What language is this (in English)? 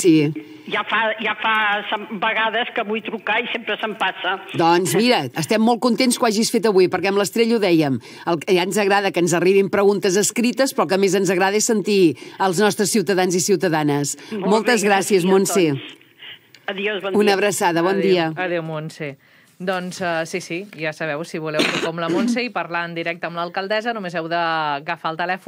Catalan